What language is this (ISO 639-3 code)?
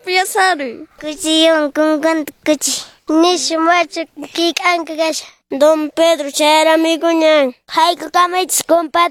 que